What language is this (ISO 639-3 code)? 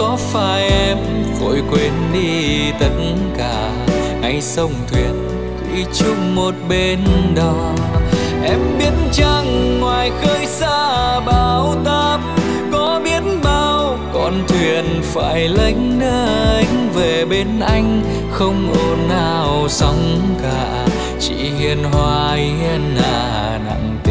vie